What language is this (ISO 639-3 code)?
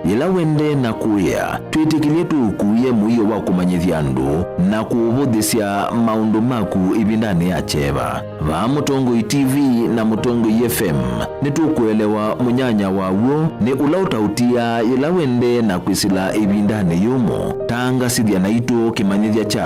kam